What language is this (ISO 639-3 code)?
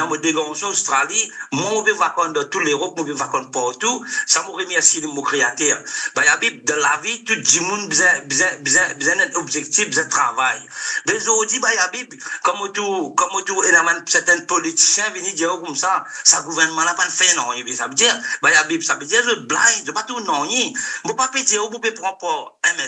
mfe